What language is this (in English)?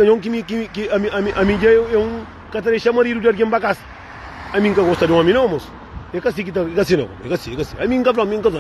Kabuverdianu